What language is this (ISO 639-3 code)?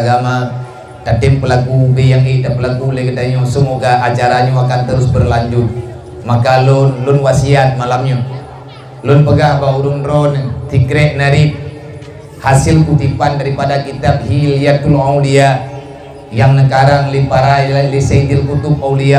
ace